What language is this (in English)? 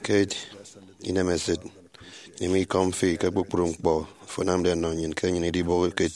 Efik